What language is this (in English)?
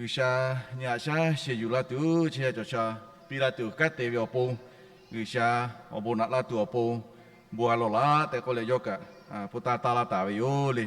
Lahu